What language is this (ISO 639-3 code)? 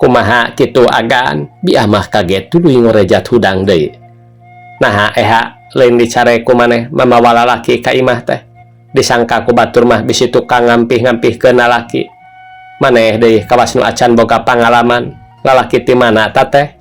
sun